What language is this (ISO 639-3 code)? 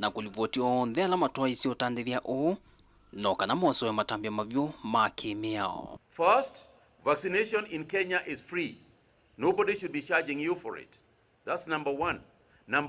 kam